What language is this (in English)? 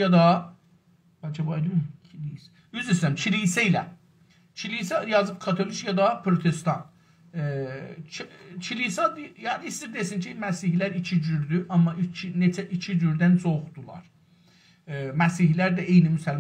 South Azerbaijani